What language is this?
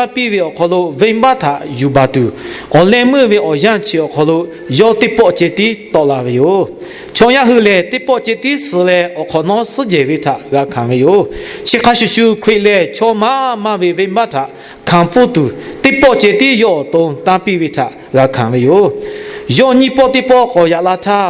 Lahu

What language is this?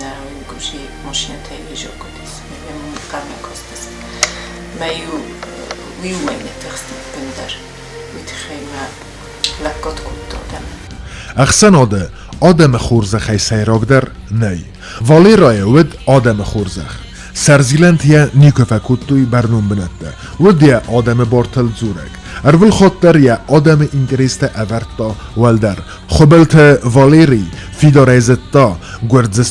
Ossetic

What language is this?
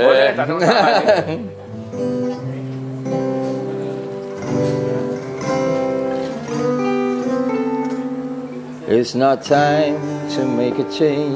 Malay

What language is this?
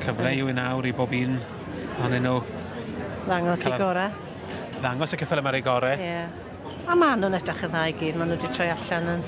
Welsh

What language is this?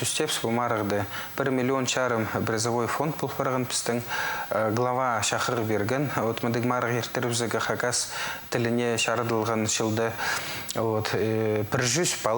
Khakas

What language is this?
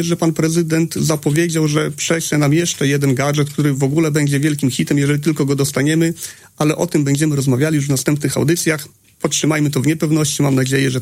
Polish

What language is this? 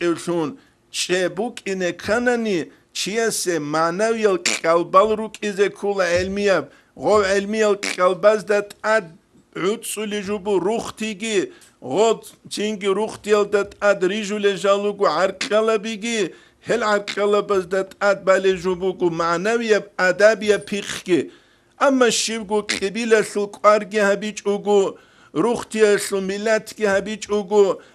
Avaric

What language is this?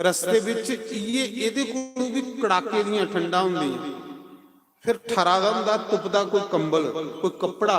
Dogri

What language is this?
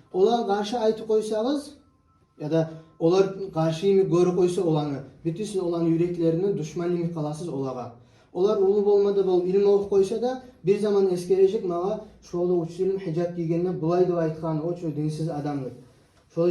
Kumyk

